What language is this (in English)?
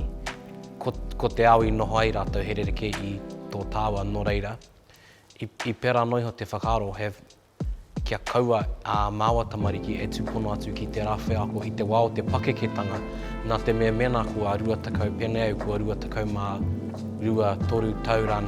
Māori